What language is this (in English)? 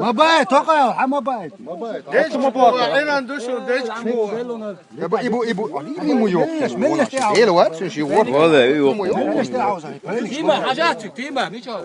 Chechen